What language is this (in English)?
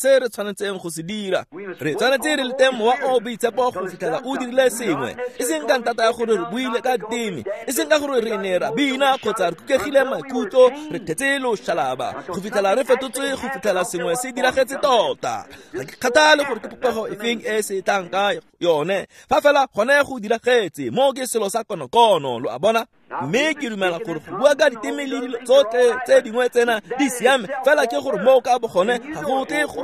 Tswana